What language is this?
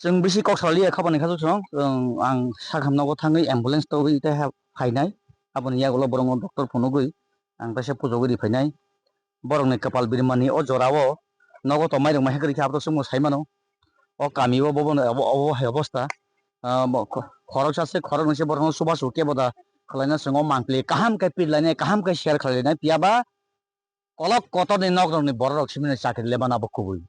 Kok Borok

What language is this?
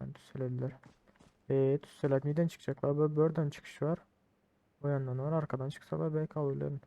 Turkmen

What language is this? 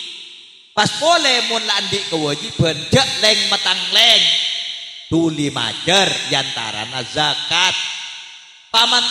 Madurese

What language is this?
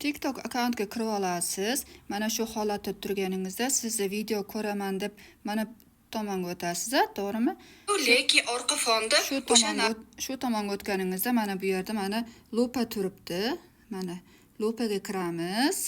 Uzbek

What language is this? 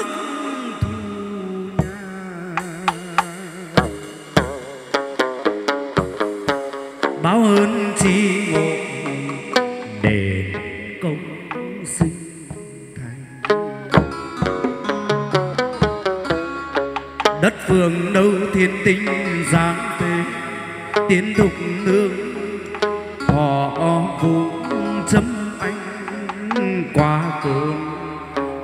Vietnamese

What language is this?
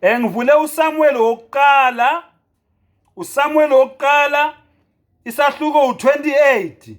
Zulu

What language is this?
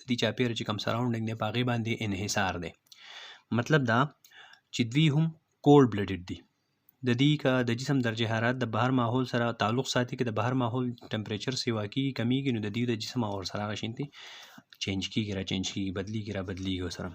Pashto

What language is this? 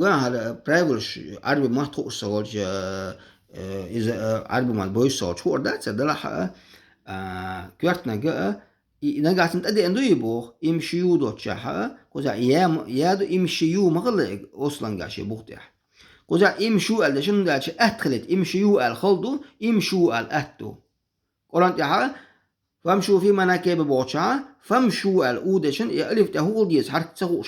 Chechen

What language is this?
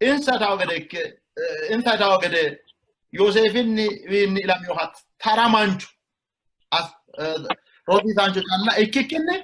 Sidamo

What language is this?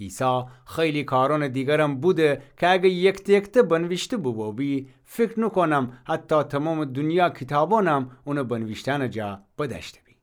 Gilaki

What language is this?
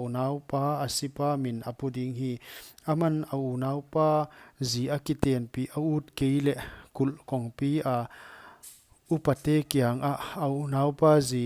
Paite Chin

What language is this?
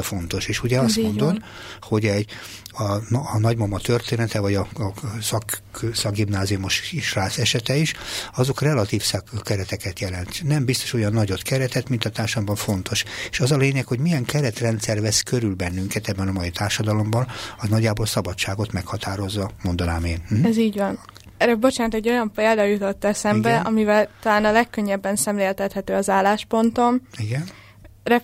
Hungarian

